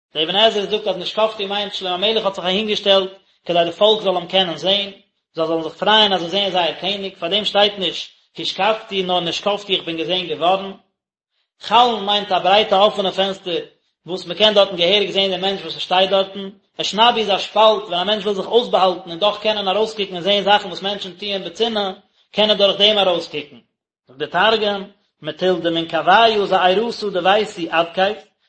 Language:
Yiddish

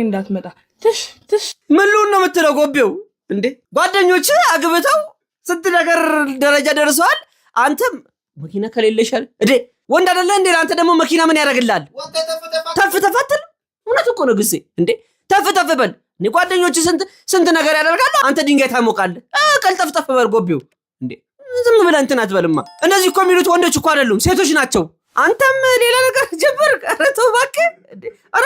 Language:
Amharic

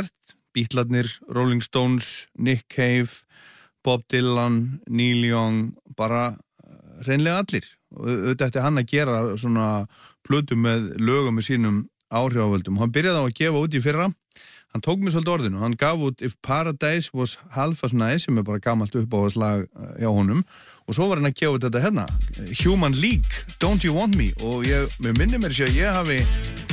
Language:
Icelandic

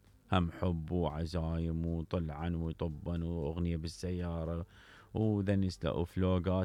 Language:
Mesopotamian Arabic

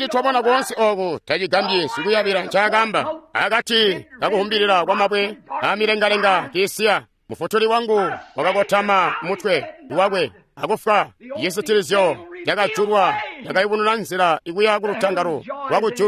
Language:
Tonga (Zambia)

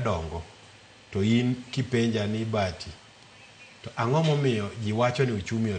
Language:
Luo (Kenya and Tanzania)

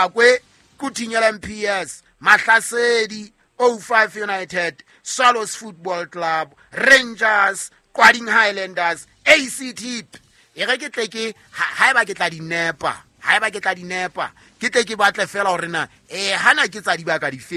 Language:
Southern Sotho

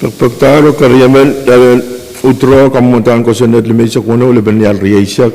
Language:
Pohnpeian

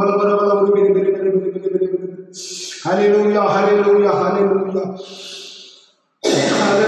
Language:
Tamil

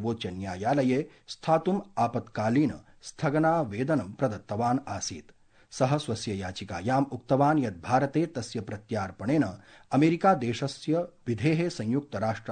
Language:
Sanskrit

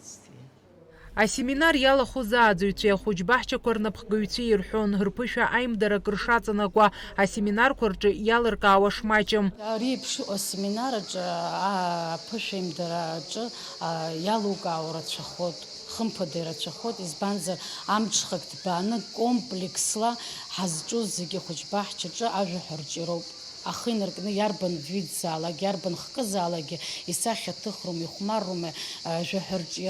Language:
Abkhazian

